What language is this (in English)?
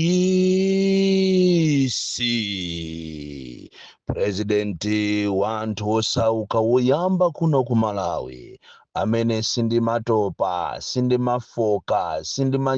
Nyanja